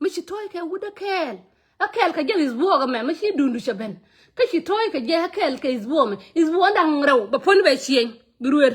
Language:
Nuer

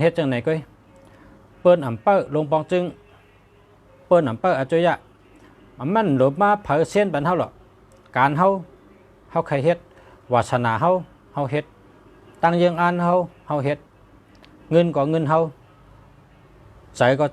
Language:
Shan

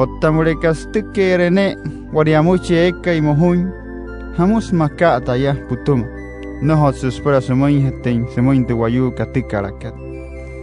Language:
Wayuu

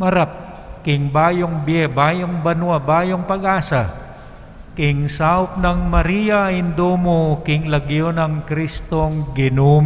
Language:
Pampanga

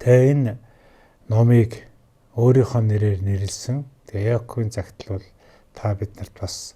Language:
Mongolian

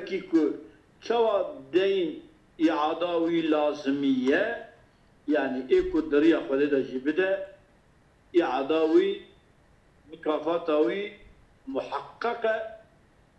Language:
Kurdish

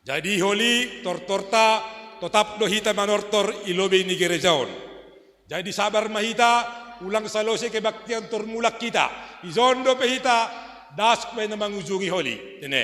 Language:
Batak Simalungun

